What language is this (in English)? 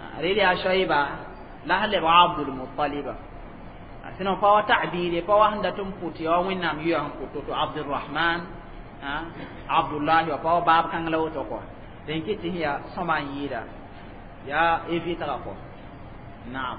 Mossi